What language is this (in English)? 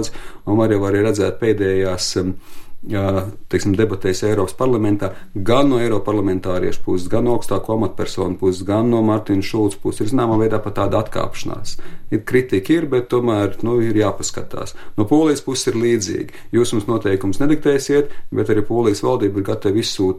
Latvian